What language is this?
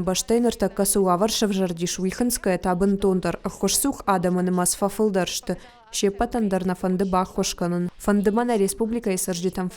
Ossetic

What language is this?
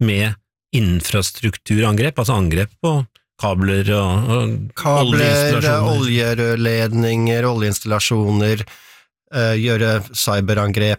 Norwegian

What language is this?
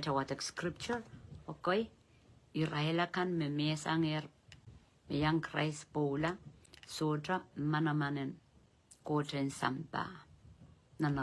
Pohnpeian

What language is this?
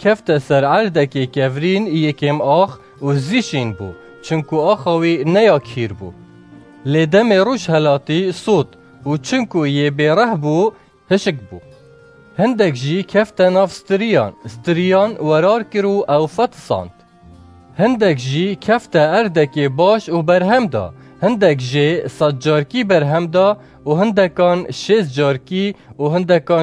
Kurdish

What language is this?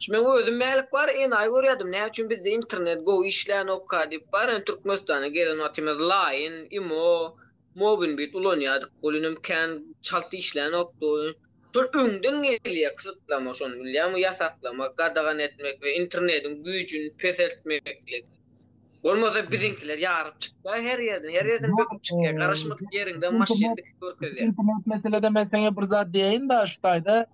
Turkmen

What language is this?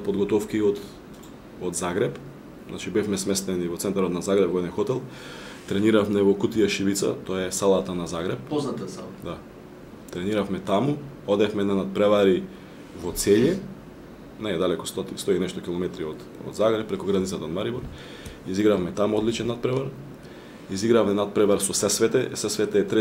Macedonian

